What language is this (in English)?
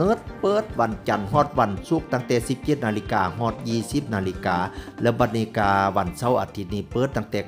Northeastern Thai